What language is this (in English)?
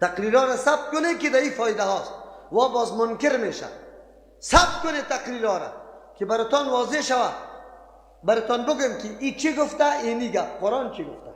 Persian